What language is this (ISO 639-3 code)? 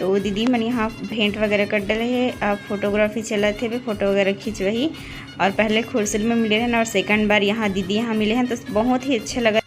hne